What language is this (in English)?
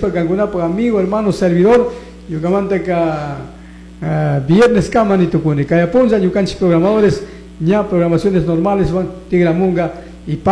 Chimborazo Highland Quichua